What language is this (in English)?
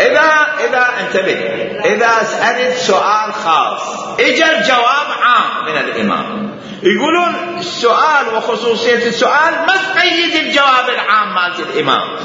Mesopotamian Arabic